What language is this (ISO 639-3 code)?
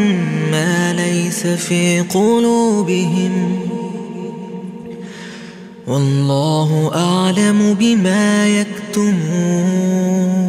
ara